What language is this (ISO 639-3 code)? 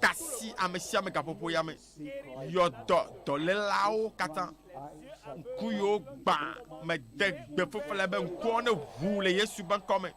ewe